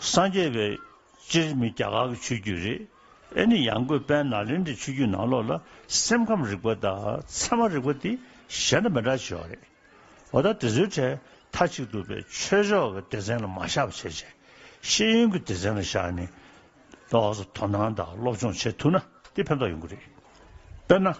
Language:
Tibetan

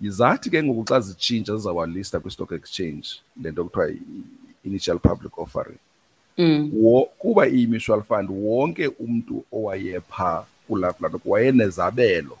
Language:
Xhosa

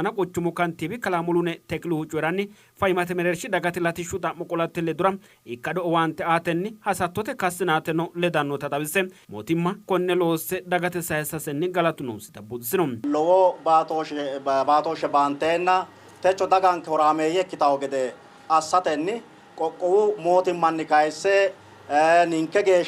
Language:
Sidamo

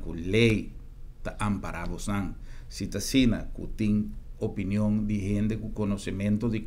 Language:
Papiamento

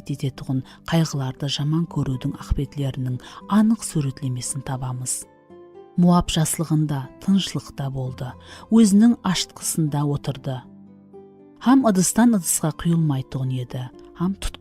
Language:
Kara-Kalpak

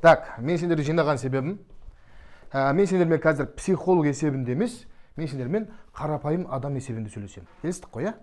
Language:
Kazakh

